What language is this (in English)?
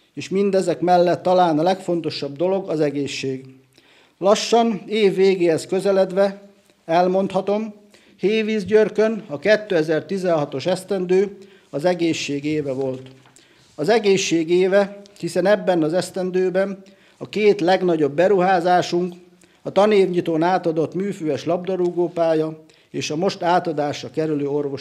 Hungarian